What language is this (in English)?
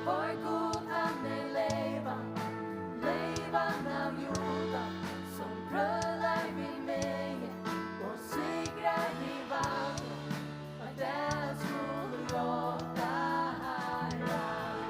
Faroese